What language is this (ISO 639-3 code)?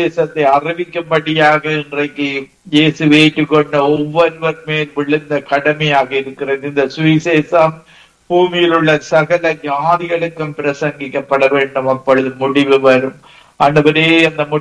tam